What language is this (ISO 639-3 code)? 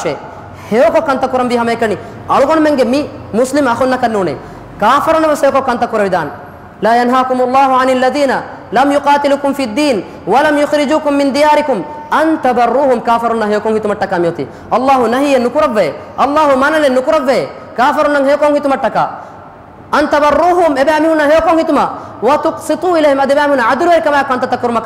div